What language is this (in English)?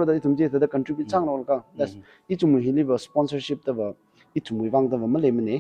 Tangkhul Naga (India)